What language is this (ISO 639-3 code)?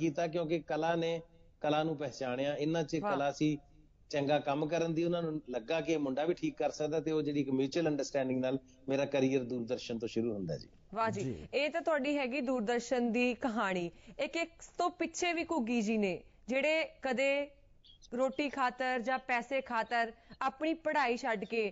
pan